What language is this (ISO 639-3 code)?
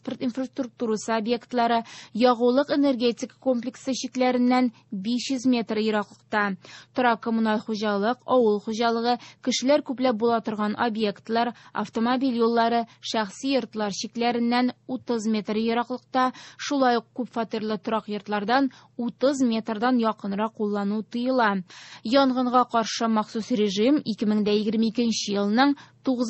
tat